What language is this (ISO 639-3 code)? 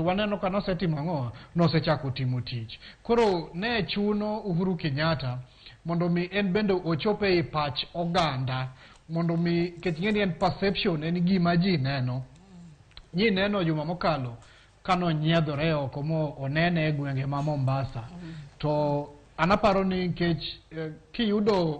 luo